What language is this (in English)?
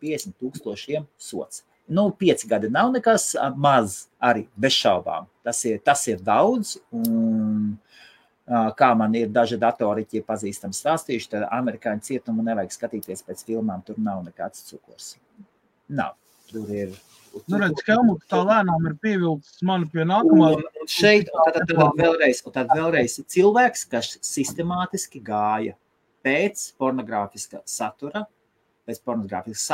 Latvian